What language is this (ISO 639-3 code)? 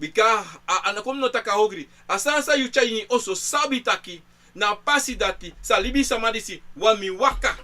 srn